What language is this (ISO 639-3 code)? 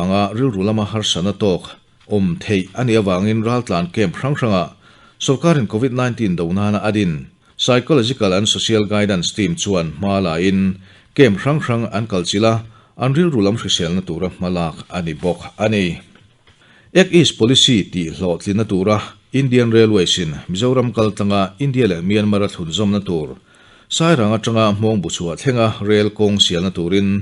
lus